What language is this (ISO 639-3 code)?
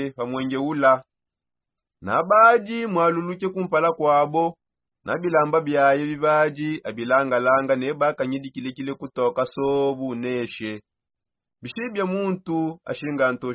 sop